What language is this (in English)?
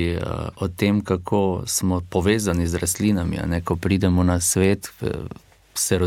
Slovenian